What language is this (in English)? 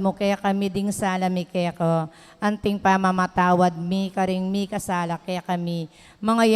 Pampanga